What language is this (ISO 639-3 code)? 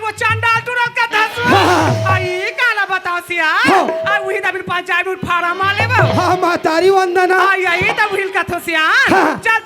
hne